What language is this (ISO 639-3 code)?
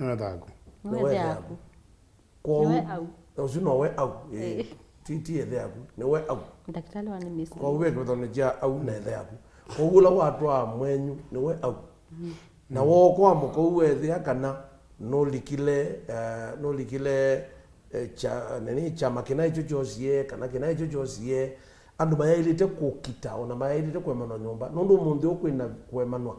kam